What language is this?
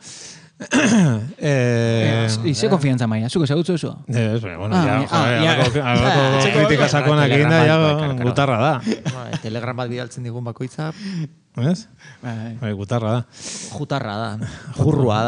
Basque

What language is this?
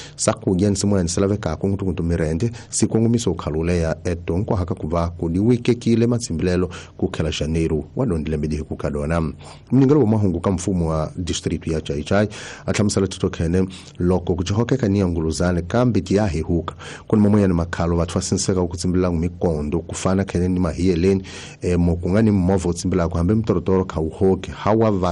Tsonga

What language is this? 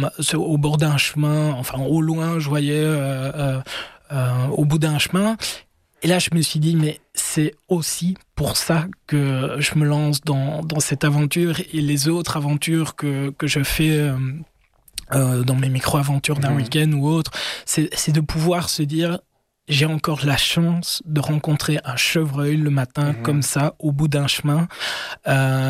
French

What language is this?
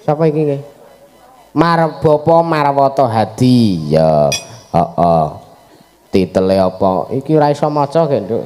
Javanese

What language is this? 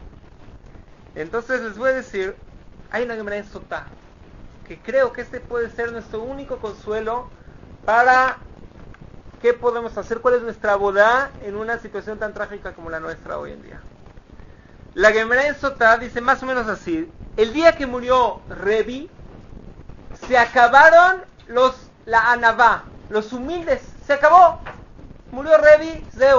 Spanish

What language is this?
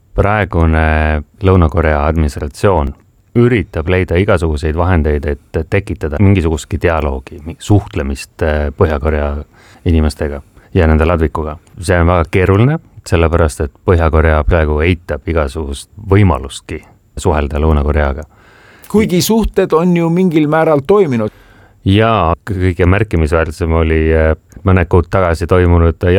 Estonian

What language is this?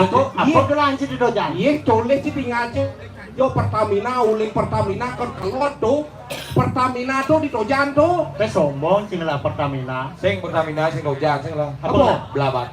Balinese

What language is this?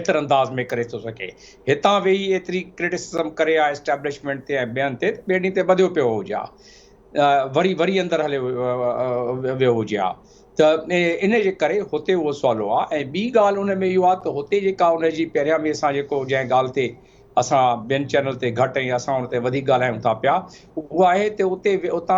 Sindhi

